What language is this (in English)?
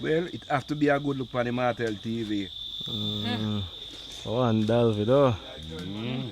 Jamaican Creole English